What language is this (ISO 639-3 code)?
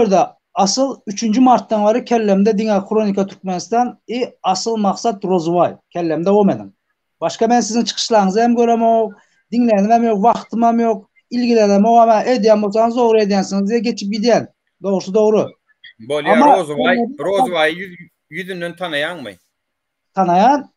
tuk